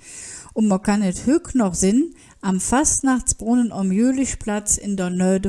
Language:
Colognian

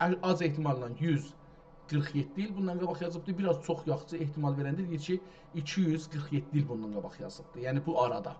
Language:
South Azerbaijani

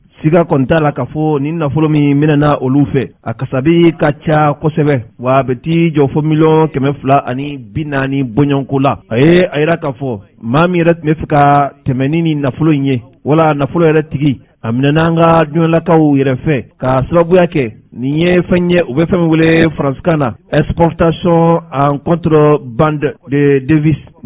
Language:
Bambara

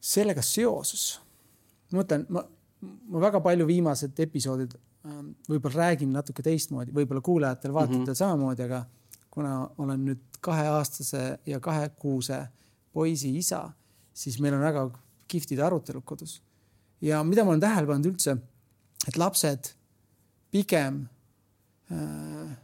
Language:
Estonian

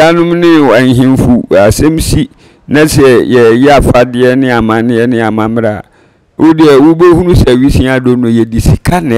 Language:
Akan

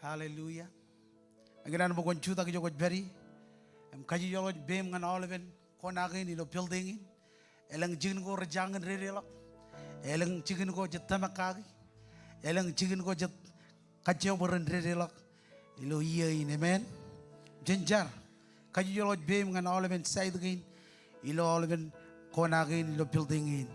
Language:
Marshallese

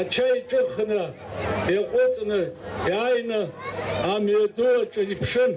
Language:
Abkhazian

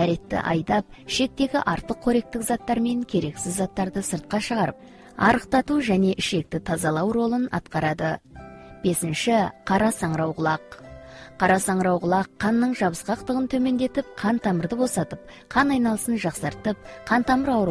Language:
Kazakh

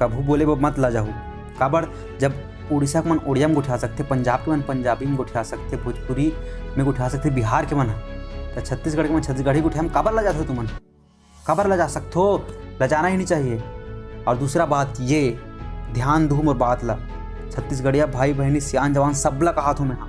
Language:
Chhattisgarhi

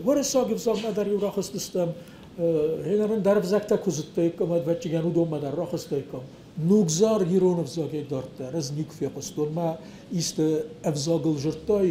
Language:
Ossetic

